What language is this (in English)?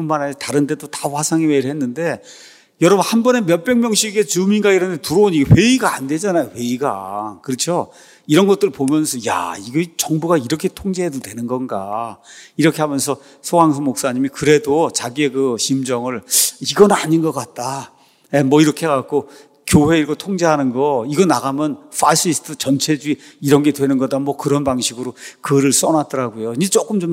Korean